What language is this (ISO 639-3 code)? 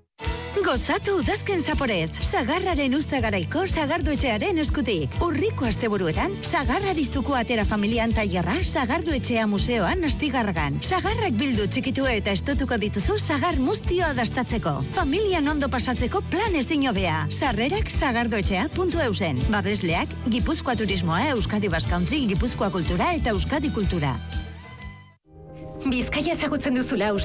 eus